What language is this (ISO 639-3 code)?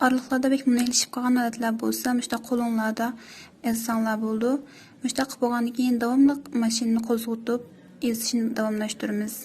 uig